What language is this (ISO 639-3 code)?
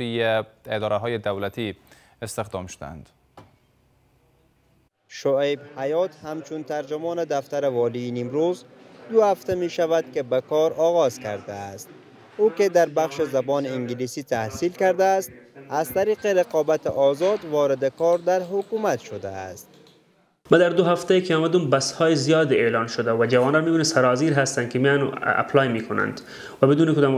fas